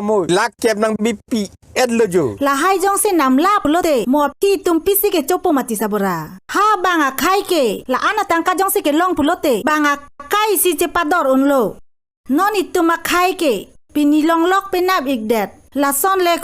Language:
Karbi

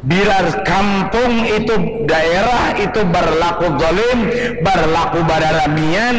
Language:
Banjar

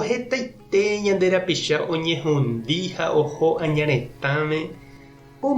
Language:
Guarani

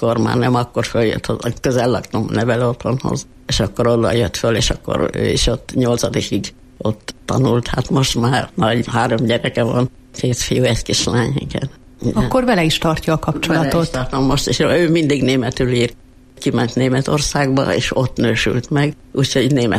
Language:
Hungarian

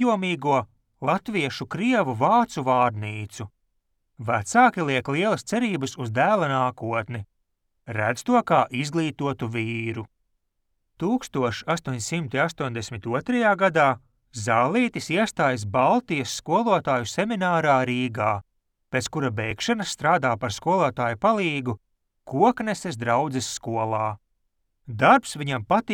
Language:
Latvian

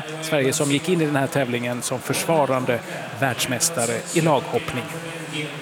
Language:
Swedish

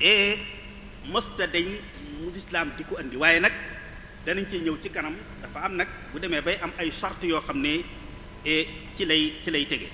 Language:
Wolof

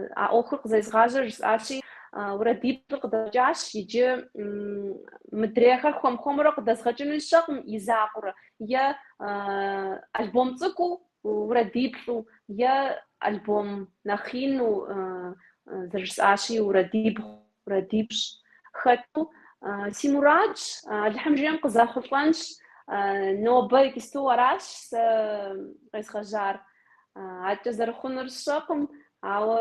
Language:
Kabardian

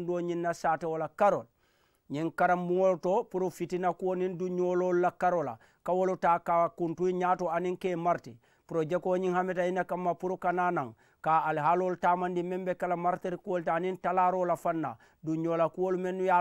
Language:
Mandingo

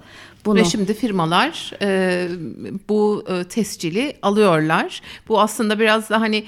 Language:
Turkish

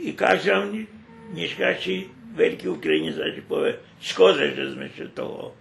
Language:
Rusyn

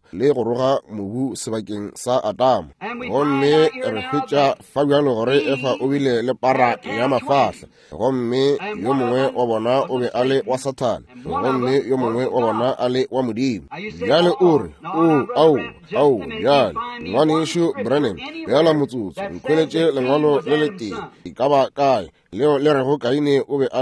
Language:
Northern Sotho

